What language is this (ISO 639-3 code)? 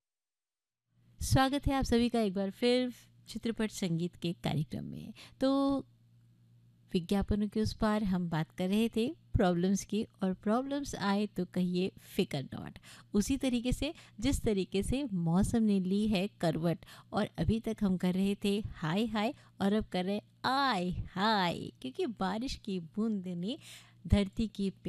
hin